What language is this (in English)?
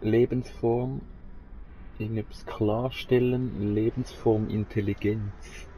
Swiss German